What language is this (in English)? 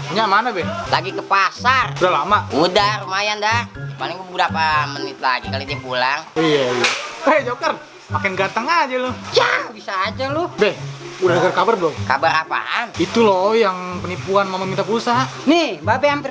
Betawi